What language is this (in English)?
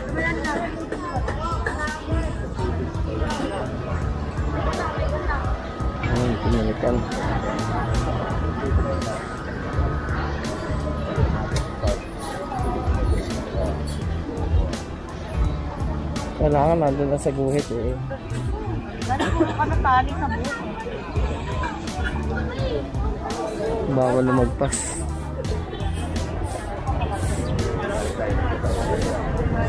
Filipino